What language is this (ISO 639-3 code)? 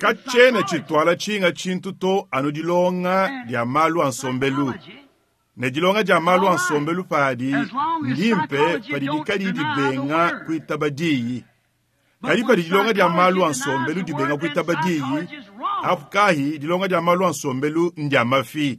lua